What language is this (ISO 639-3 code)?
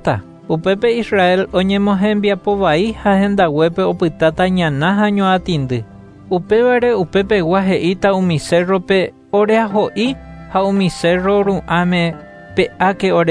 grn